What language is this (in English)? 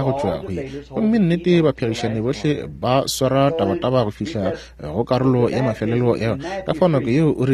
Northern Sotho